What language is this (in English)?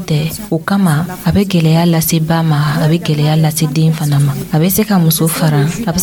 Dyula